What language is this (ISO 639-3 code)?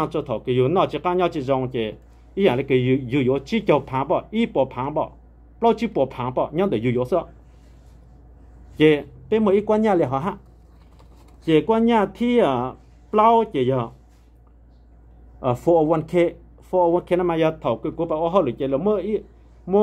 vie